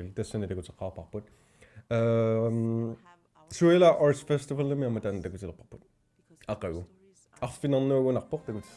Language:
Kalaallisut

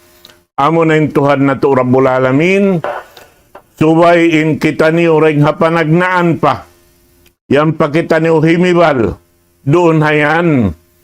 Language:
Tausug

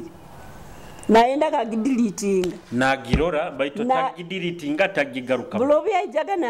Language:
Nyoro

